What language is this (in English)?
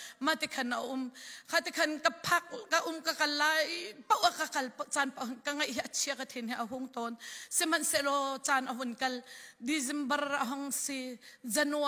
Hakha Chin